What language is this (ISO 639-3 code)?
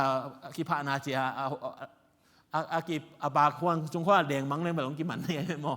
ctd